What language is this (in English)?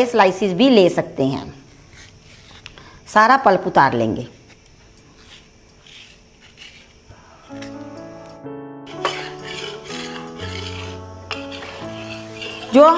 Hindi